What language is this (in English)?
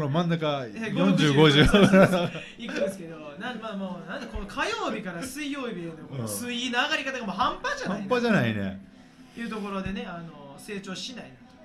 Japanese